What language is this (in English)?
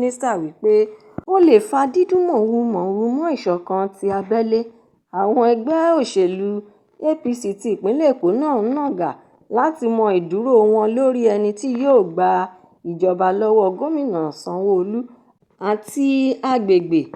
Yoruba